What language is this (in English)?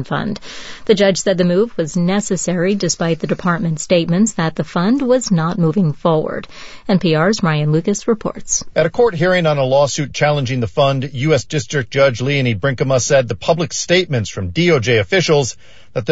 English